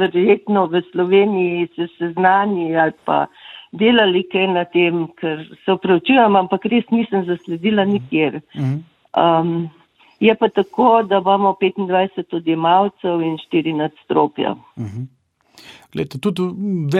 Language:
Slovenian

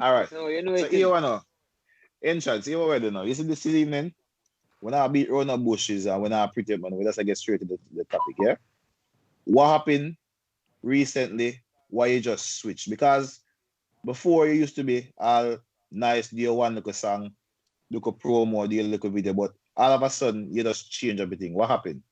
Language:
Jamaican Creole English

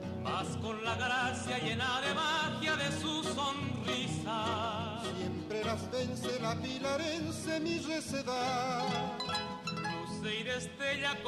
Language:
Guarani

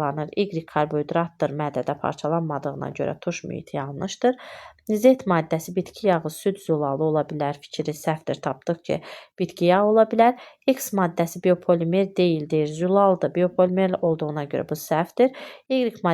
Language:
Azerbaijani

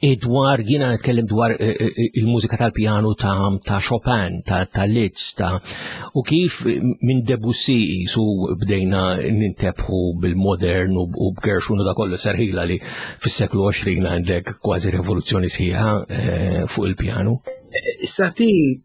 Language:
Maltese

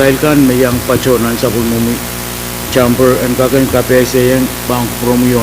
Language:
Pohnpeian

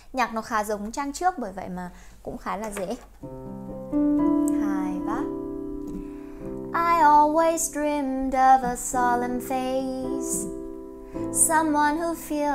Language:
Vietnamese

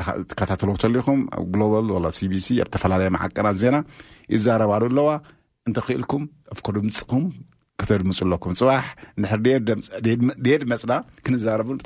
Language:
Tigrinya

